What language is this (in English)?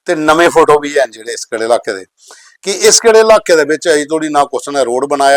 Dogri